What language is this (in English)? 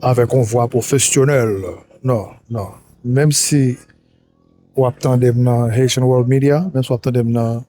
Haitian Creole